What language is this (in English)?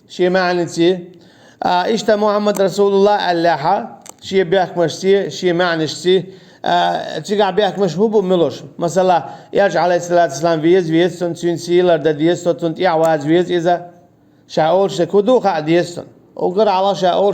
Chechen